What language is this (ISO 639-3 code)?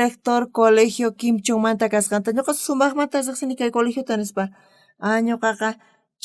quh